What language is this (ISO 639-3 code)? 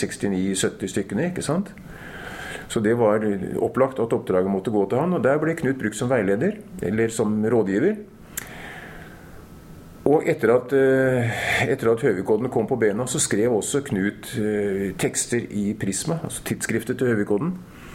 nor